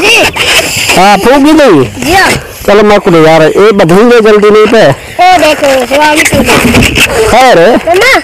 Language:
Saraiki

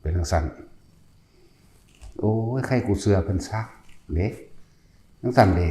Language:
Lao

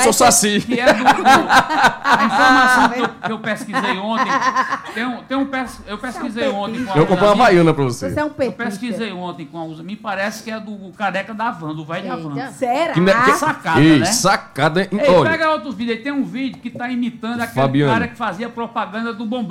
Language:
Portuguese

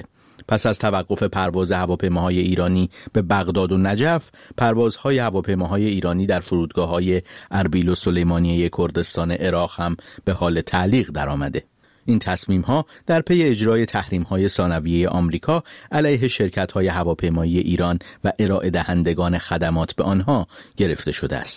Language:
Persian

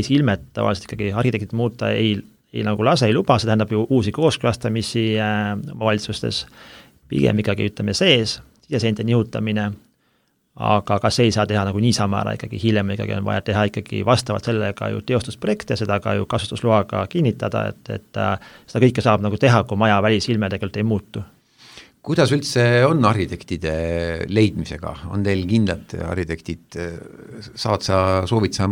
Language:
Estonian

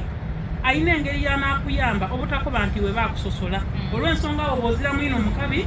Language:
Soga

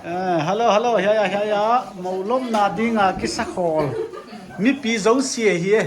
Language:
Paite Chin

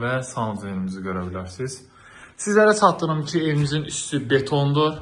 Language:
Azerbaijani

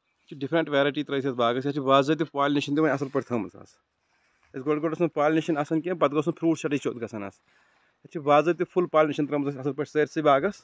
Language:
Kashmiri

